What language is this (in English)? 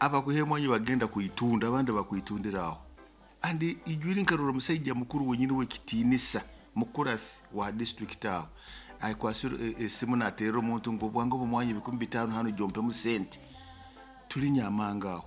Nyoro